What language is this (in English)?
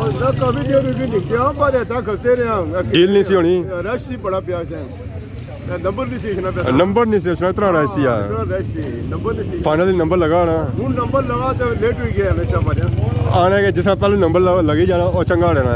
Pahari-Potwari